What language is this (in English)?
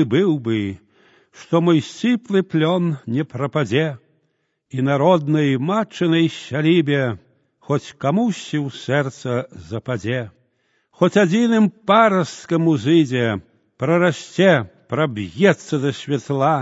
Belarusian